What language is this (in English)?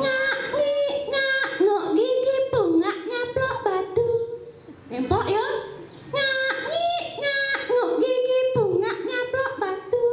Balinese